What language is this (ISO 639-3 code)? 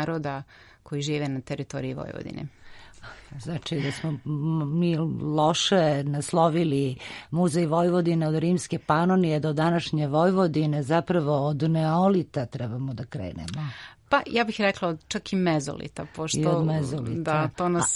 srp